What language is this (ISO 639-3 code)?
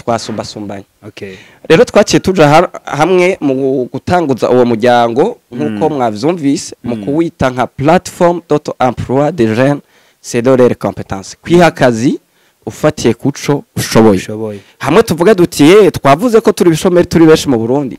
run